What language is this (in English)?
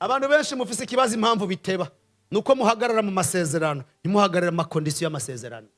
Rundi